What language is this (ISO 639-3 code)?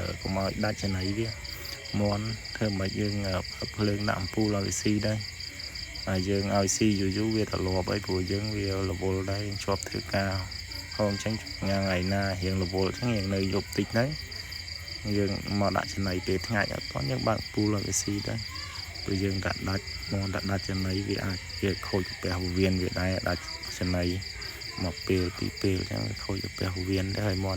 khm